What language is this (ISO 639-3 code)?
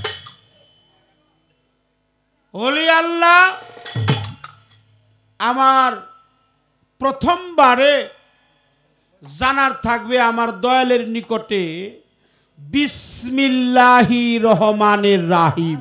ben